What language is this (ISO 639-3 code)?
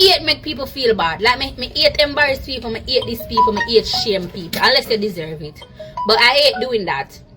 jam